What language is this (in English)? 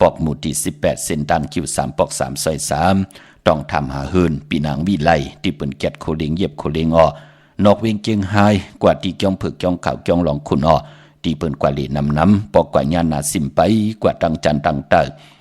Shan